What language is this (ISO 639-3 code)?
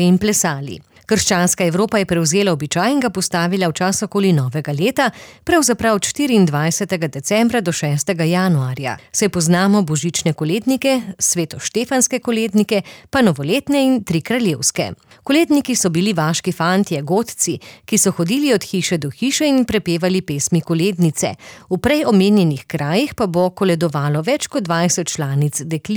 slv